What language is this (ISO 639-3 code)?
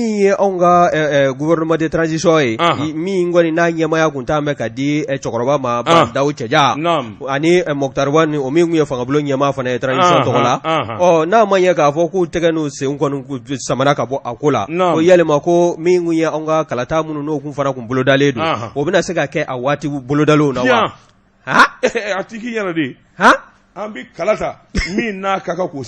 bam